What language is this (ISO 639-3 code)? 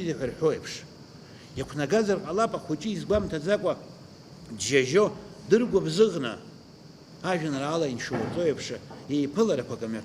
abk